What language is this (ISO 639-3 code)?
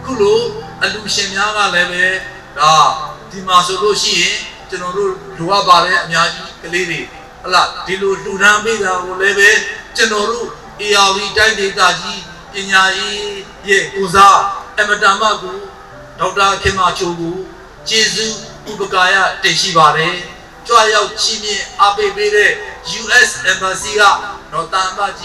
mya